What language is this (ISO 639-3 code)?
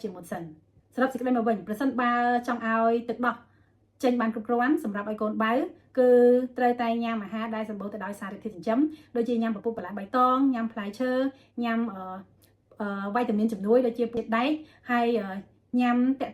khm